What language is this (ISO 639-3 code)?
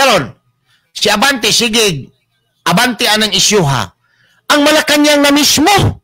ceb